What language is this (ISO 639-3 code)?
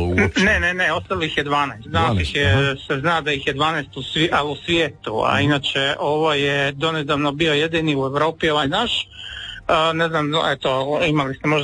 hrv